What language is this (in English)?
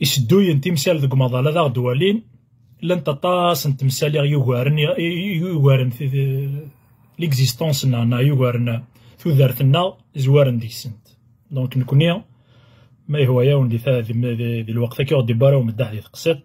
Kabyle